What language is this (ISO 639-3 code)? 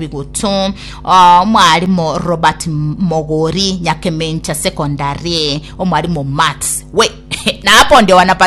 guz